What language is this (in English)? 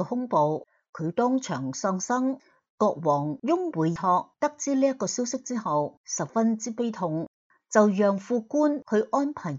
Cantonese